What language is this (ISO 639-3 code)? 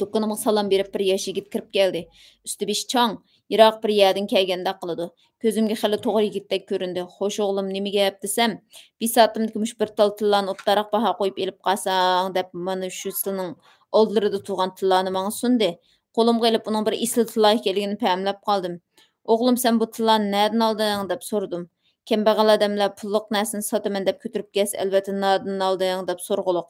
uig